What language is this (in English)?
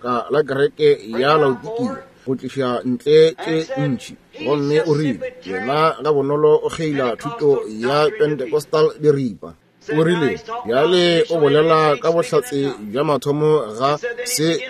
Northern Sotho